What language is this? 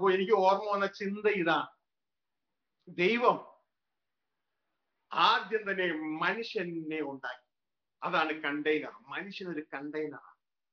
Malayalam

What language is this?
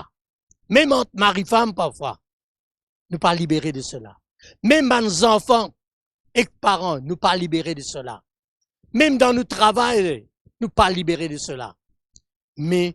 Morisyen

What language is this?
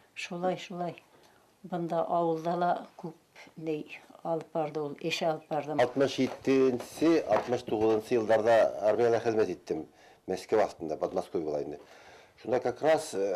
Bashkir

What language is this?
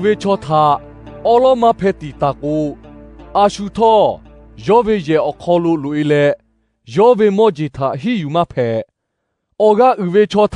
Lahu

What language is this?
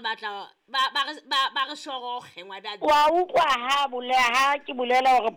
Southern Sotho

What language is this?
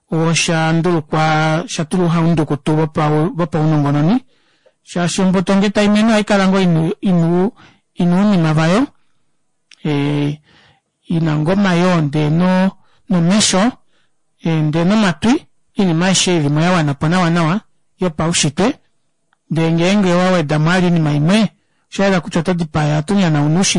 Kuanyama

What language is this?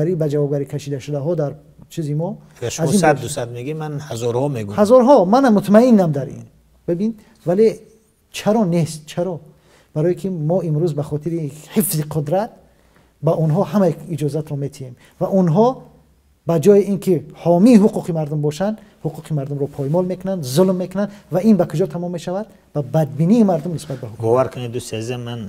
Tajik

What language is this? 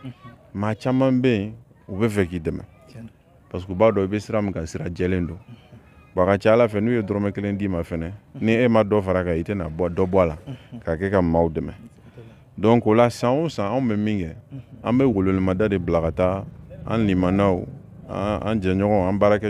Bambara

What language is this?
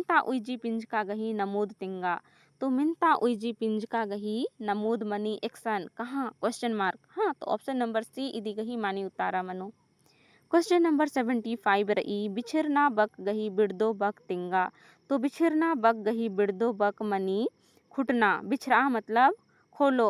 Kurukh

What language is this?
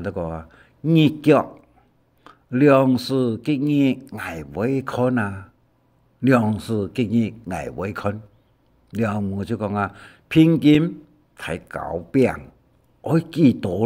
Hakka Chinese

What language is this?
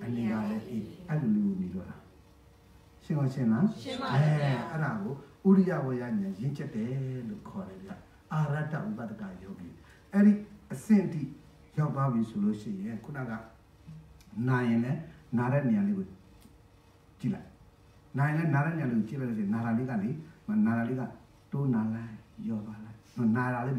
Burmese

